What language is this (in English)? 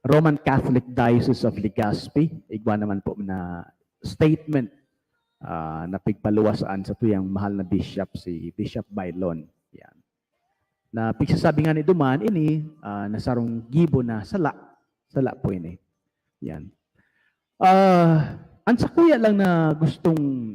Bikol